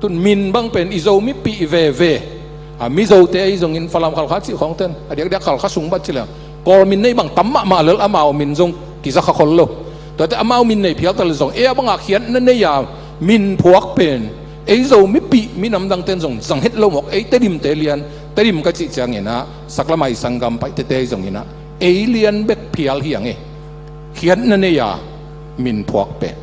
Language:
Tedim Chin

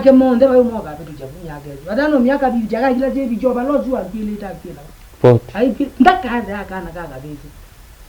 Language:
Kamba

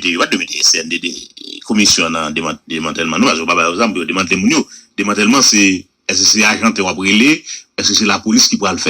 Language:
Haitian Creole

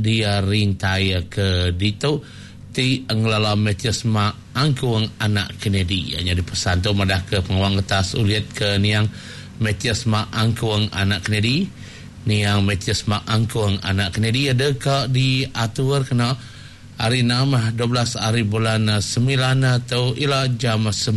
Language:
Iban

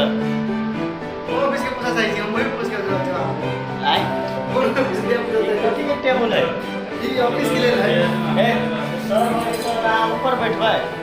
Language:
Maithili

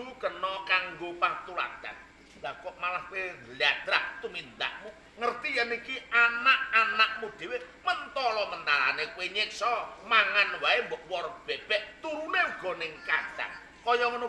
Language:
Javanese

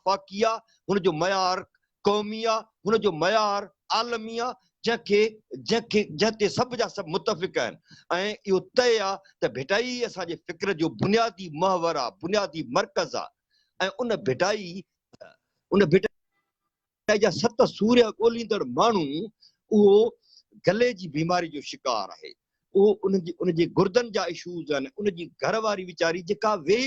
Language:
Sindhi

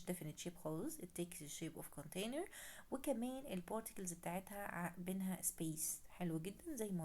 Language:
Egyptian Arabic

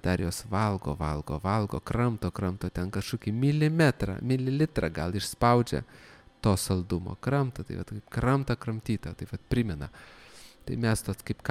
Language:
Lithuanian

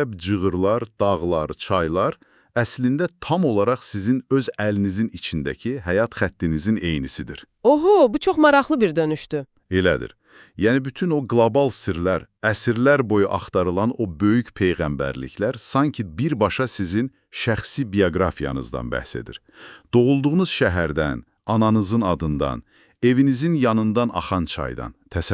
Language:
Azerbaijani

